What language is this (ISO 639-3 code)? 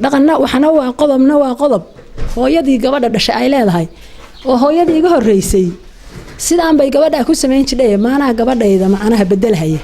som